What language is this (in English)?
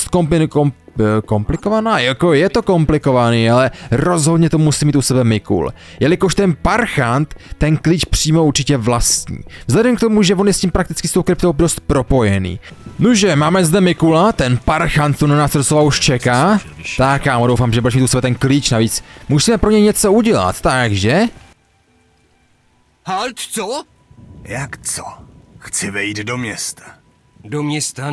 Czech